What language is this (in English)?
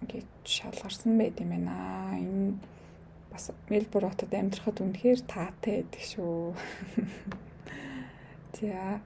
Mongolian